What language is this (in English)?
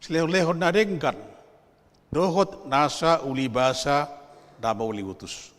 Batak Toba